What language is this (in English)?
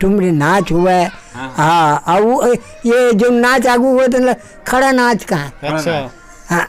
Chhattisgarhi